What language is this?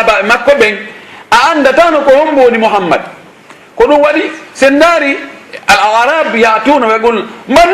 Fula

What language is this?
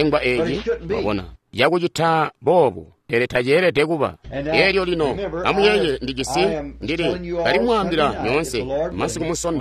Tonga (Zambia)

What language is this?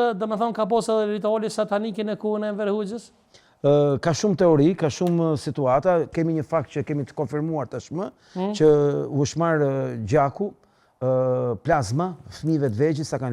Albanian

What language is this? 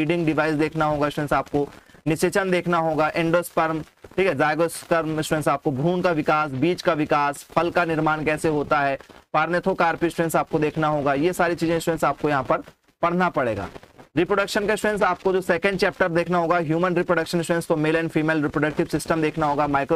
Hindi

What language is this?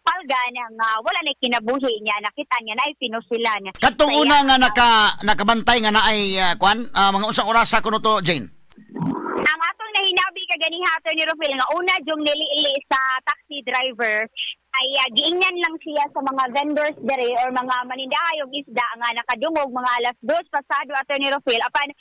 Cebuano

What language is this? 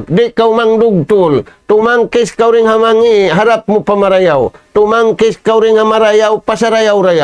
Tausug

